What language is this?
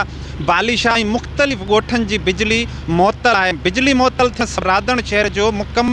Sindhi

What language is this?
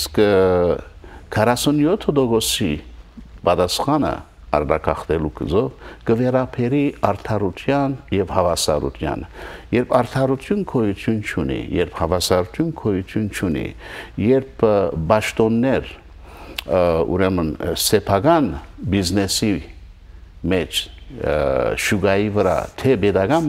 Western Armenian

